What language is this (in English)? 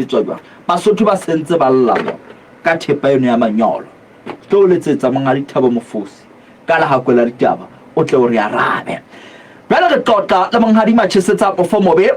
Southern Sotho